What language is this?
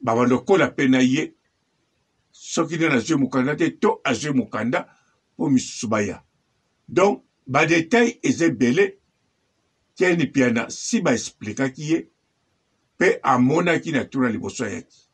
Lingala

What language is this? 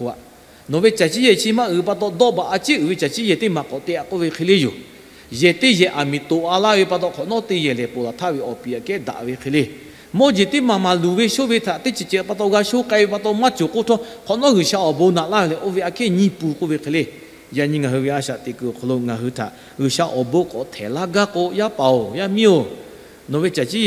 Lahu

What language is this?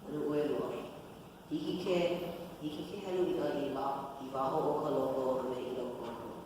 Hawaiian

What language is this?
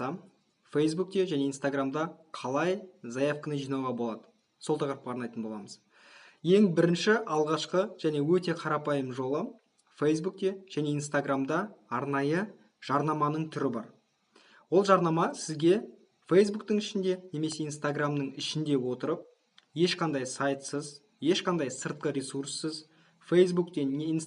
Kazakh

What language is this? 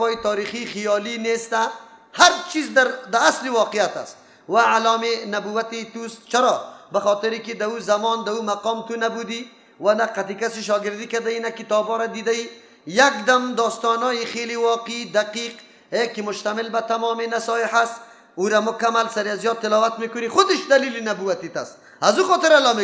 Persian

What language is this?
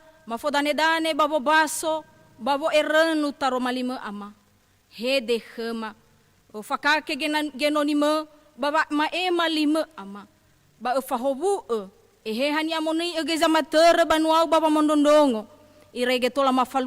Nias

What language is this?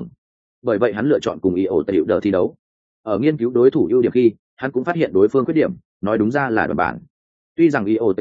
Vietnamese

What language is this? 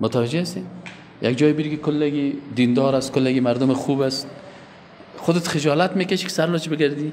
Persian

